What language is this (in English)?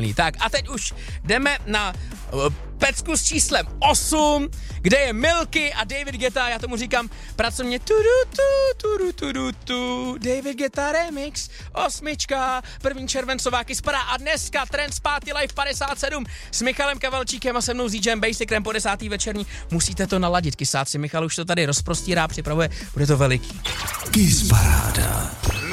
Czech